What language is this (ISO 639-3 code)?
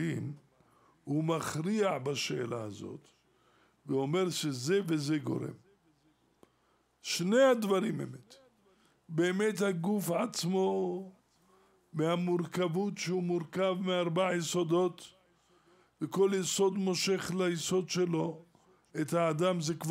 heb